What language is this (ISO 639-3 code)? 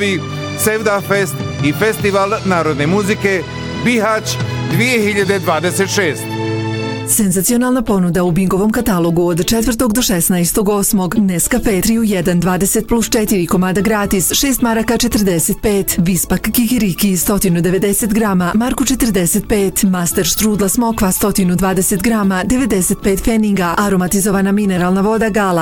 bos